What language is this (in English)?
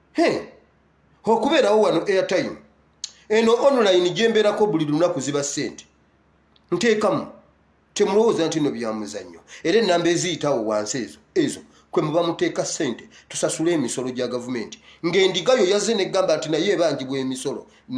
Ganda